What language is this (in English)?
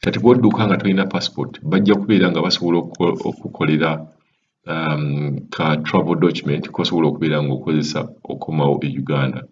Ganda